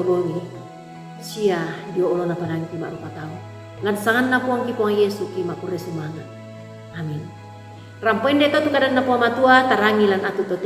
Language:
Toraja-Sa'dan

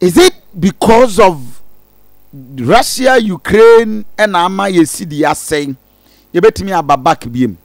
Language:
Akan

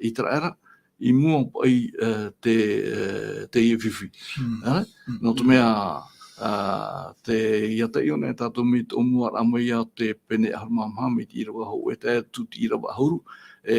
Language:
Tahitian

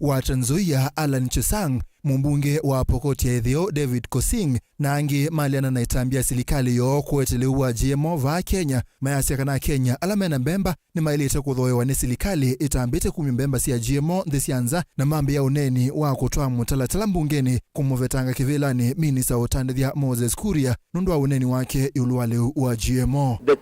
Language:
Kamba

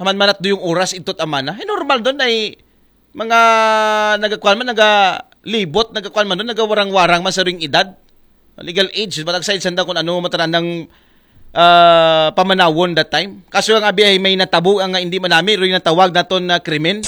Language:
Aklanon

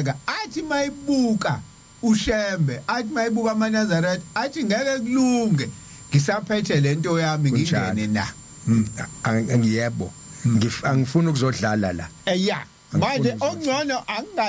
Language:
Zulu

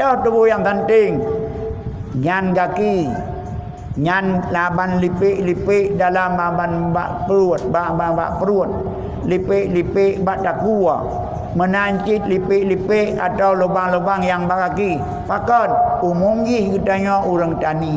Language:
Achinese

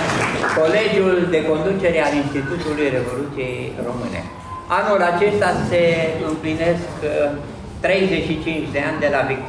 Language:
Romanian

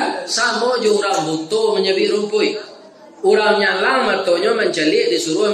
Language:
Minangkabau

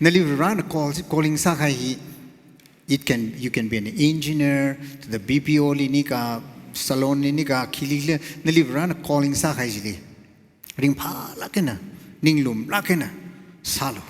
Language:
Tangkhul Naga (India)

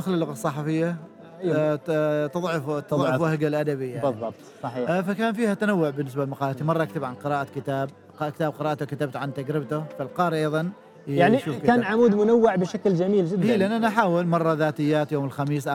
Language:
Gulf Arabic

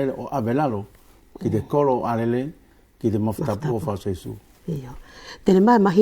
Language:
Wallisian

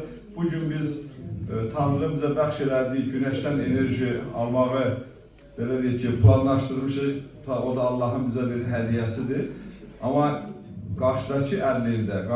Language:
Azerbaijani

